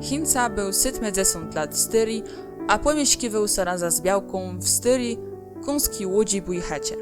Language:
Kashubian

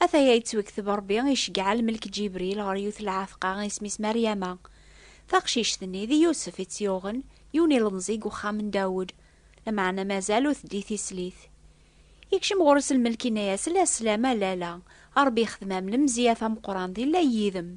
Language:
Kabyle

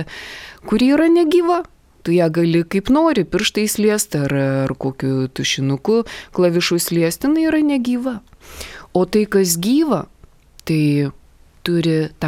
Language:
Lithuanian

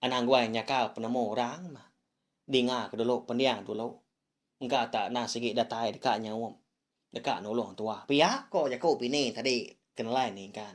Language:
Iban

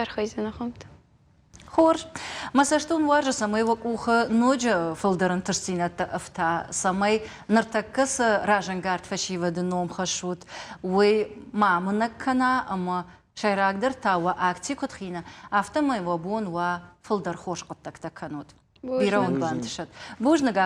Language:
Ossetic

